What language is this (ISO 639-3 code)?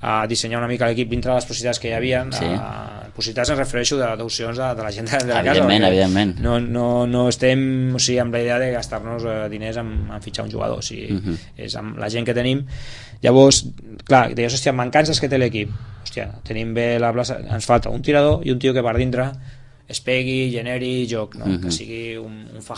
cat